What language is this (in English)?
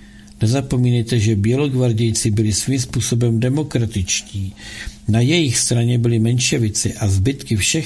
Czech